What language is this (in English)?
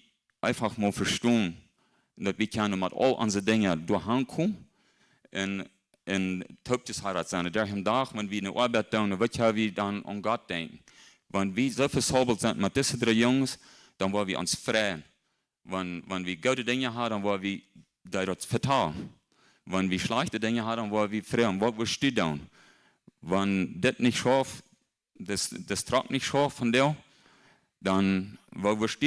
Plautdietsch